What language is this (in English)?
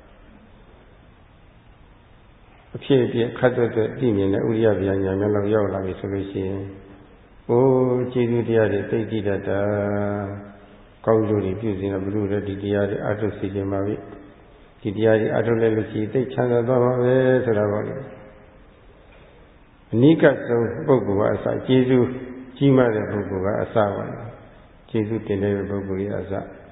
Burmese